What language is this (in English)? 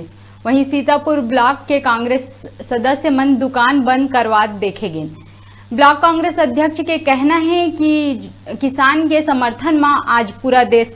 Chhattisgarhi